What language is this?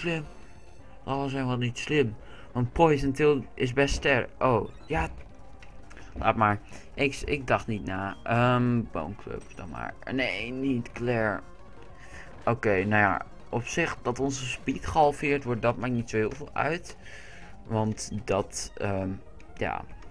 Dutch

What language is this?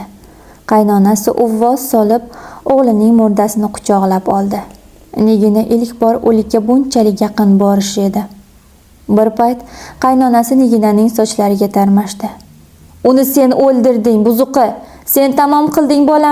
Uzbek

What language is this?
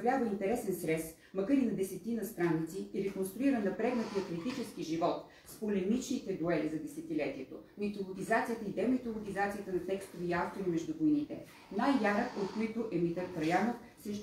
Bulgarian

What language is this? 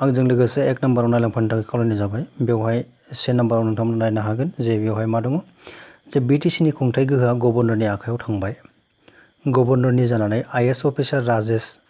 Bodo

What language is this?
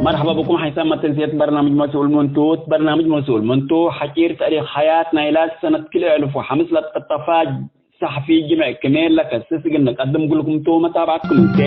Tigre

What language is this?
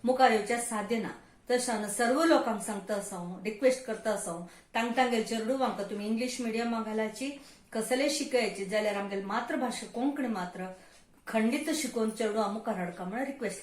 Konkani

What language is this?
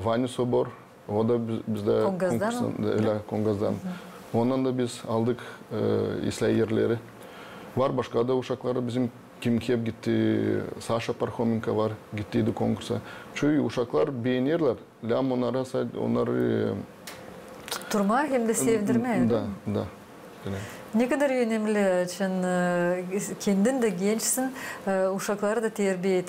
Gagauz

